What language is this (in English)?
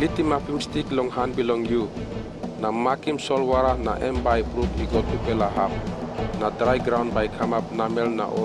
Tok Pisin